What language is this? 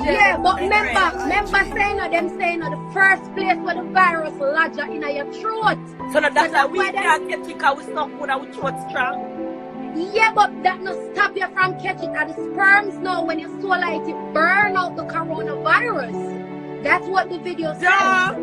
Jamaican Creole English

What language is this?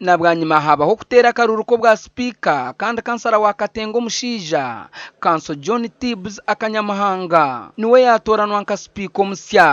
Nyankole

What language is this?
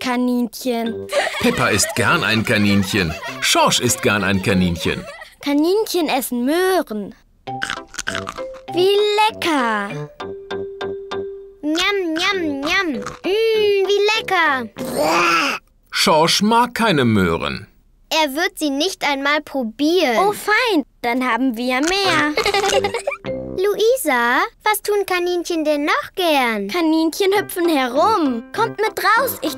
German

